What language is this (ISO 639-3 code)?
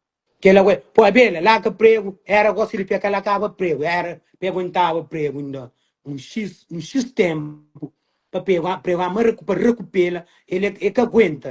kea